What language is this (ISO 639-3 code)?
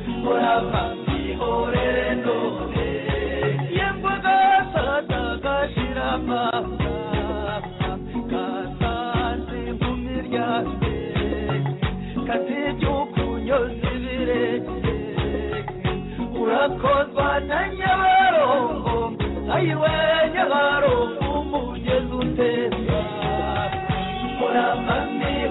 kin